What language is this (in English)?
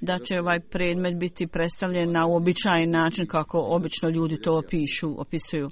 Bosnian